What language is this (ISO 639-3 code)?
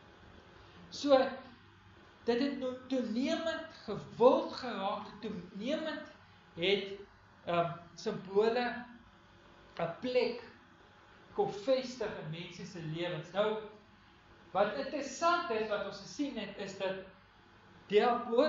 afr